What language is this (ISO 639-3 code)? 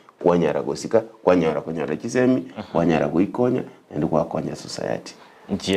guz